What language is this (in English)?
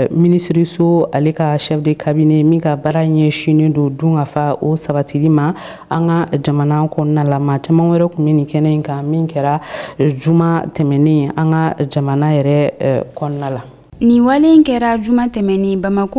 Bambara